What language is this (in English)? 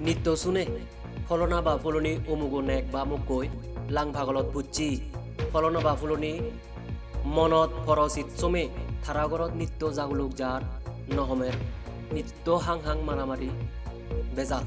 Chakma